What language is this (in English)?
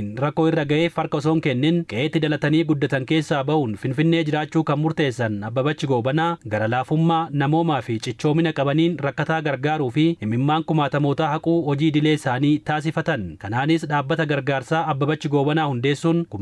Oromo